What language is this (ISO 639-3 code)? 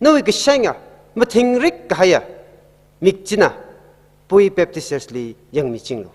nmf